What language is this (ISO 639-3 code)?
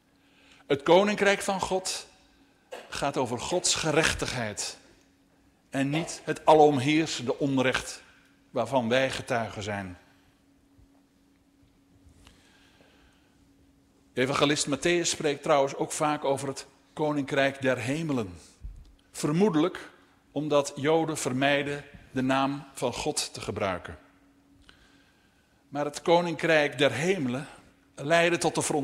nld